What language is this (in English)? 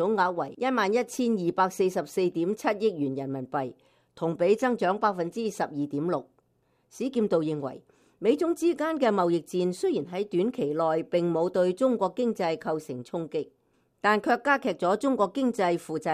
Cantonese